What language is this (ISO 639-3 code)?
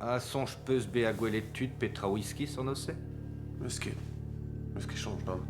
bre